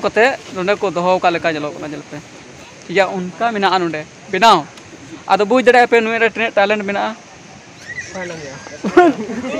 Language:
Santali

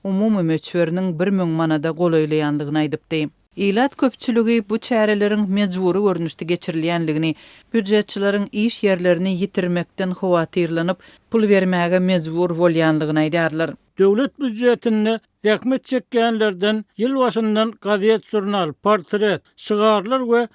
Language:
Turkmen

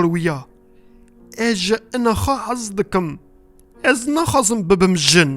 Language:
Kurdish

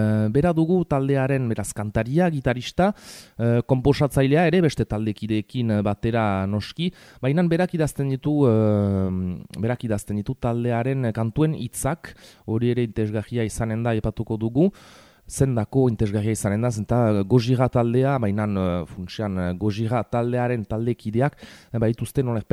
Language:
Basque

